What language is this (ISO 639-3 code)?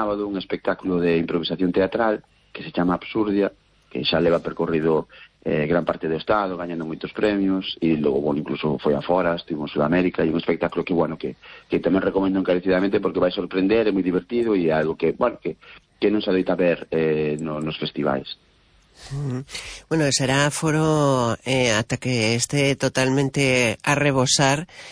glg